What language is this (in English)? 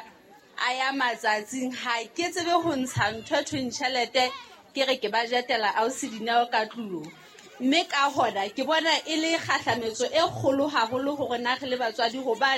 Southern Sotho